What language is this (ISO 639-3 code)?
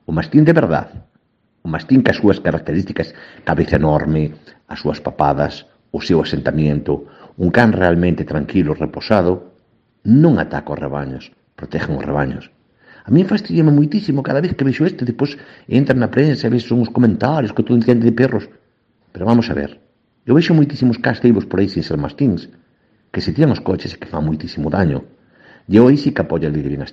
glg